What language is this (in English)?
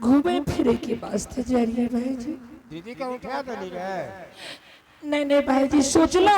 Angika